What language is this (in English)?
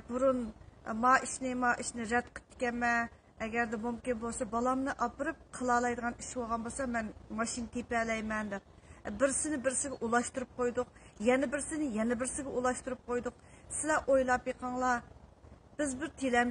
Uyghur